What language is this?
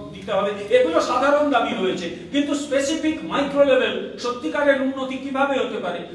Bangla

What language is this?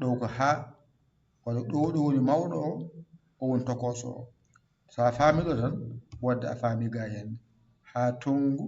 Fula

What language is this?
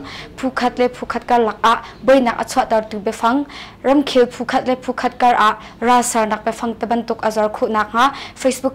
Hakha Chin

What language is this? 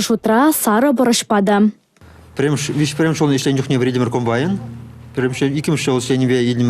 Chuvash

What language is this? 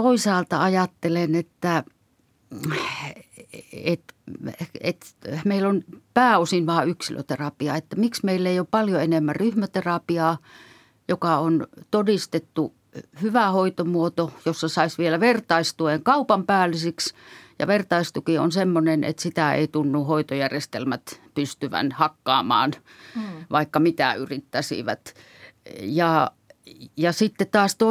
Finnish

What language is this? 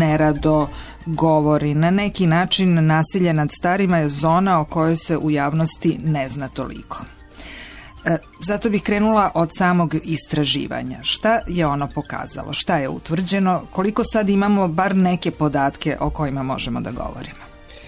Serbian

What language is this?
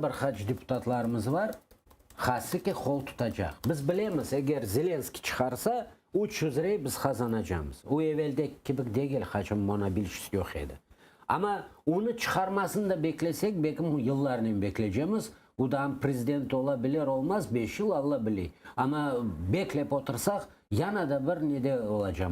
Crimean Tatar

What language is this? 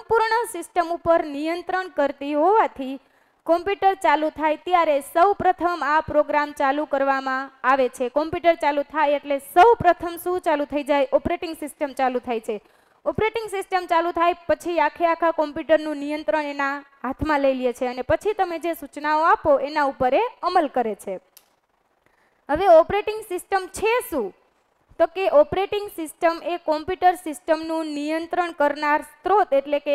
Gujarati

